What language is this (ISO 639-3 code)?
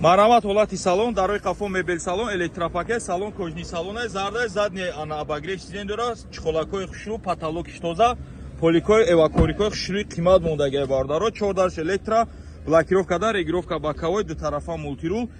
tgk